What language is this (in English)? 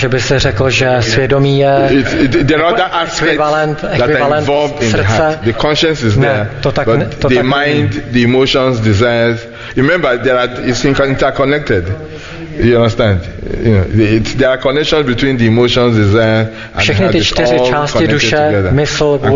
Czech